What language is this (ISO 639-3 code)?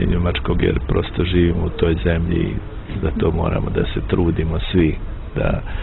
bos